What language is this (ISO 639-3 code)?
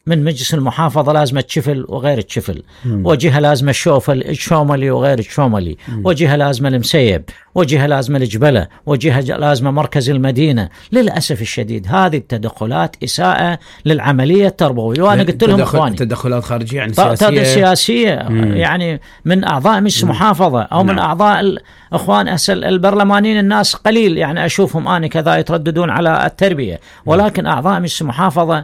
acm